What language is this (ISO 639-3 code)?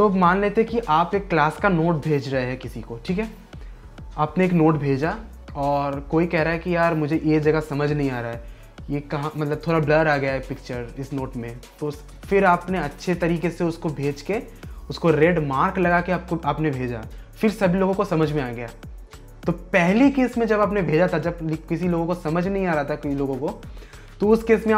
hin